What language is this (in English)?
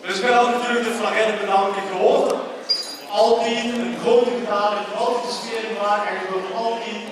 Limburgish